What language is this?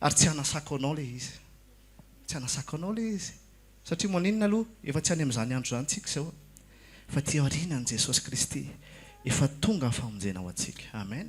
Malagasy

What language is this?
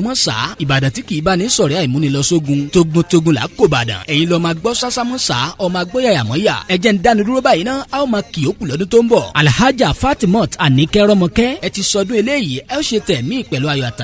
Yoruba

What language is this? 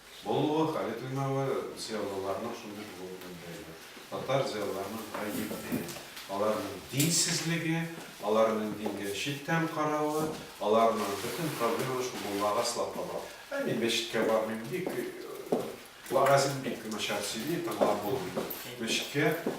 Tatar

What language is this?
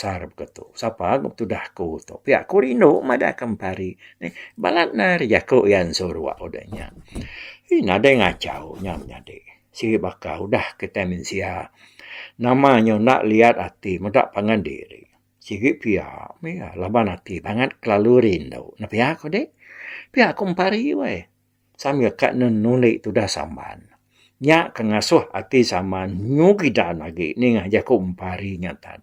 Iban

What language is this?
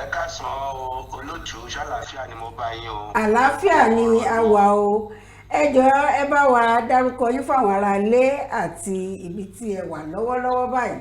Yoruba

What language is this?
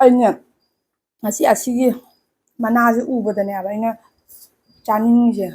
Manipuri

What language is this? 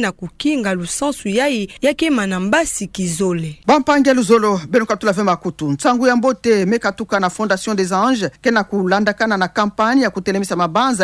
Kituba (Democratic Republic of Congo)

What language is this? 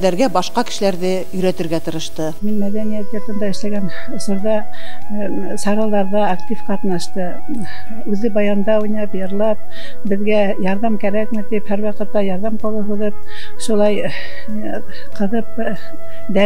Bashkir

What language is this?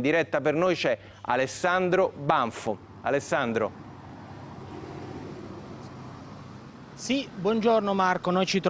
Italian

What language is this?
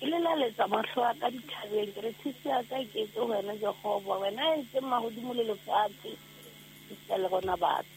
Southern Sotho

